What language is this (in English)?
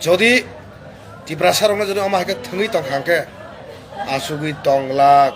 Kok Borok